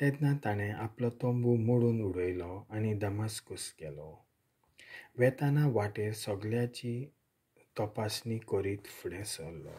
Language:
Konkani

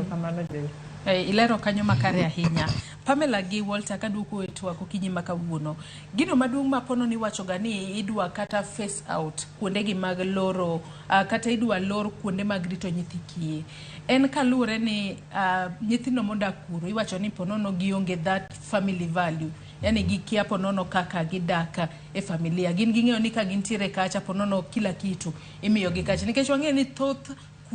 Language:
Luo (Kenya and Tanzania)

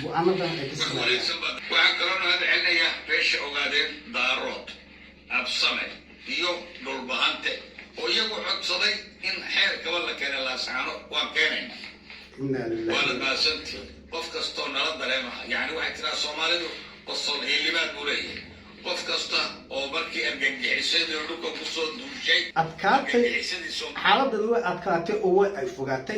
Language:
Somali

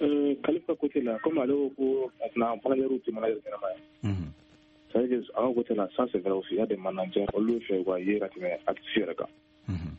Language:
Bambara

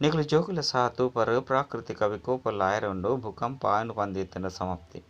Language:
Tulu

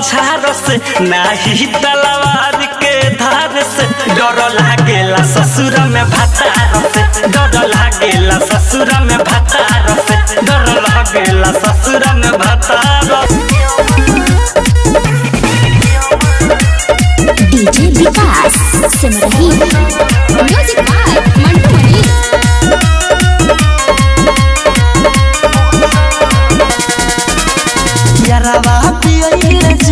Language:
Bhojpuri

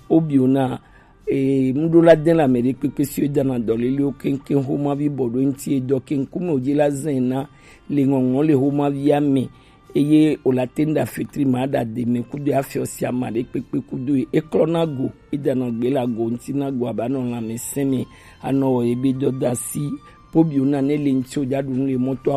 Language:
Gen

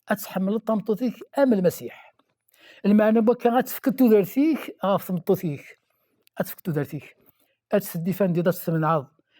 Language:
Kabyle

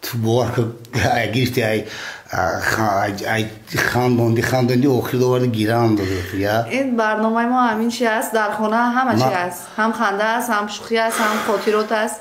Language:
Tajik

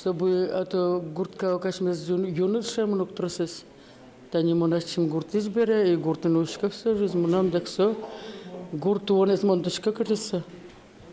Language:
Udmurt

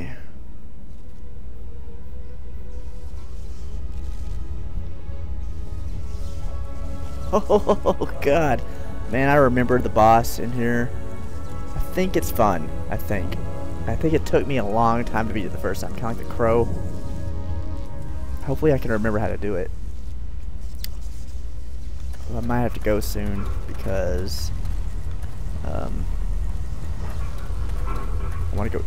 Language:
English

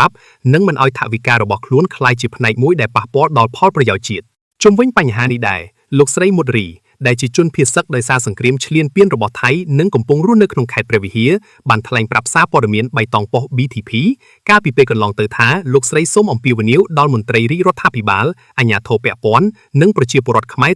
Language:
Khmer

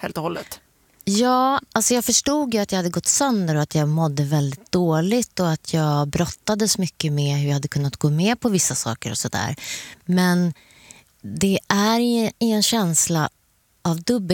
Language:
Swedish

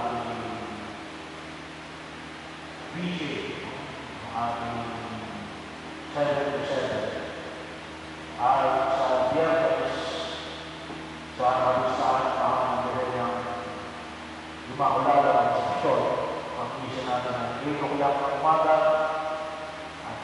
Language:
Filipino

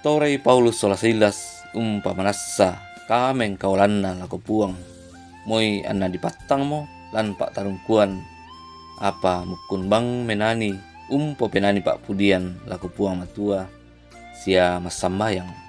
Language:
Toraja-Sa'dan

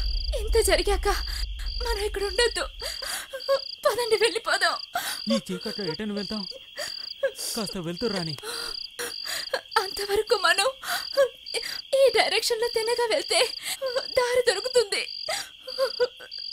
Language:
Telugu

